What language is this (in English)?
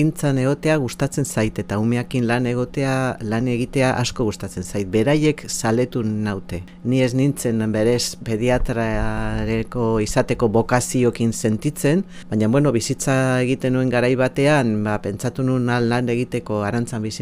Basque